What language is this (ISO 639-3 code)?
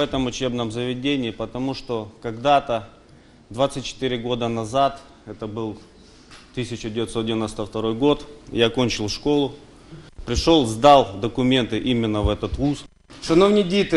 ukr